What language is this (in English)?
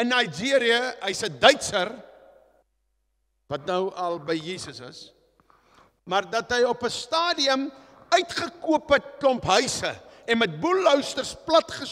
Afrikaans